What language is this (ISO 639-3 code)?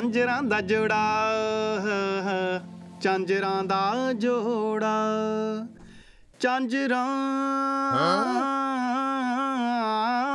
pan